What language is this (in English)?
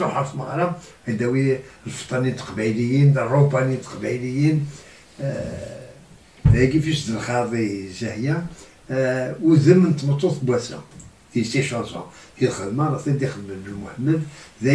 Kabyle